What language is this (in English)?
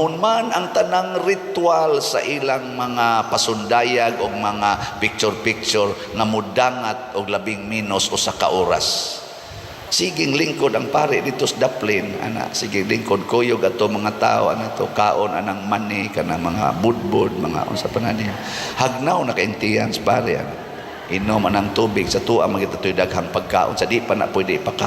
Cebuano